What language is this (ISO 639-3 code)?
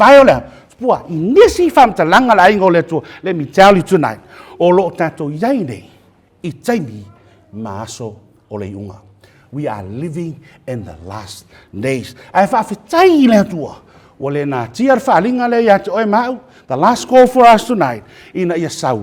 smo